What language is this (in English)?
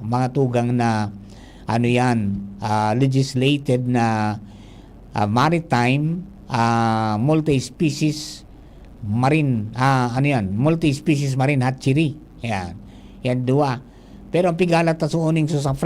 Bikol